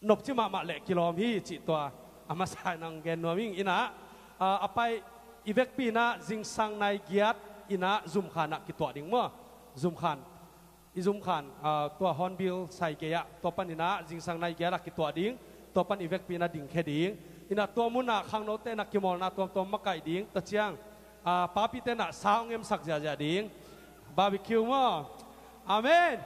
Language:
Tedim Chin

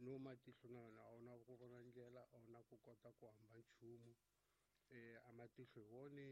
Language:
Tsonga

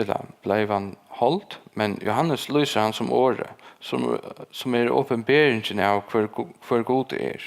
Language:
Faroese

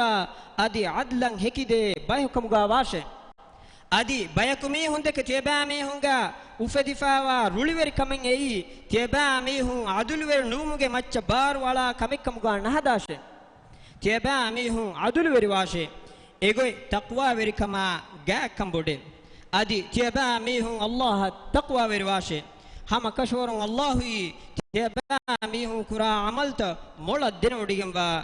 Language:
Divehi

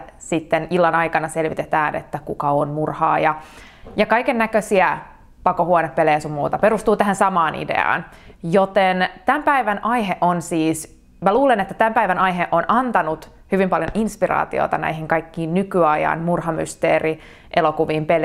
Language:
Finnish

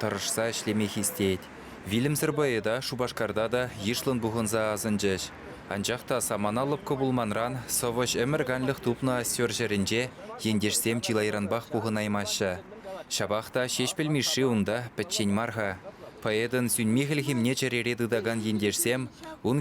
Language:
Chuvash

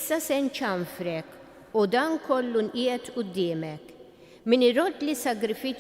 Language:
Maltese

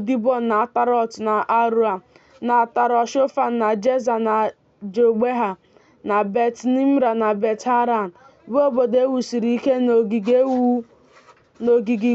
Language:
Igbo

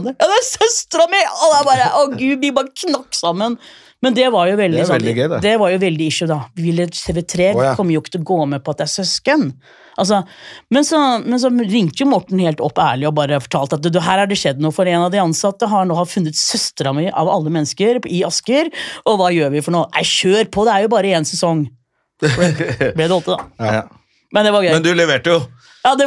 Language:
Norwegian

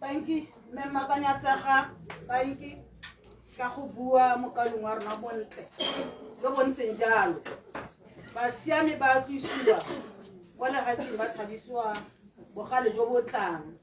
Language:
Tswana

